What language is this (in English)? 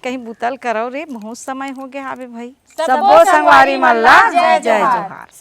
Chhattisgarhi